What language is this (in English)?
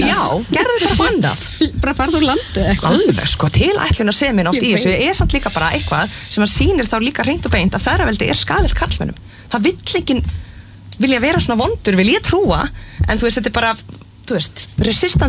Icelandic